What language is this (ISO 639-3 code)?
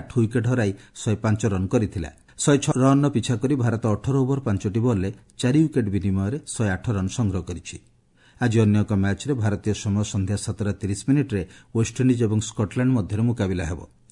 ori